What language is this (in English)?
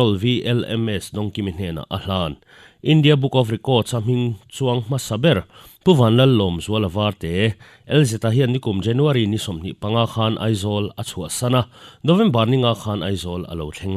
Mizo